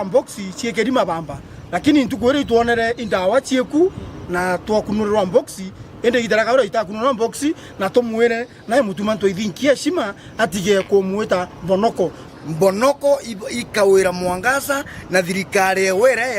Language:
Meru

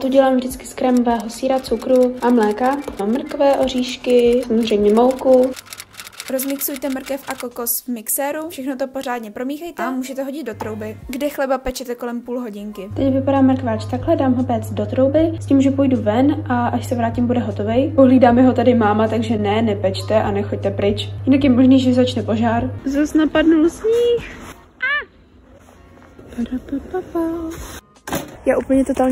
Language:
Czech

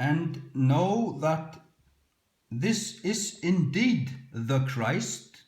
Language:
Faroese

